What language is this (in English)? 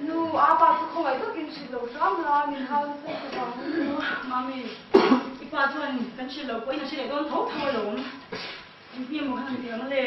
Mizo